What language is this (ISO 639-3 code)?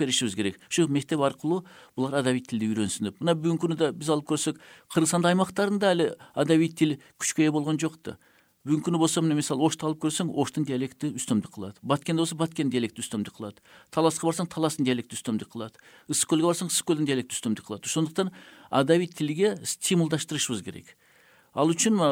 kir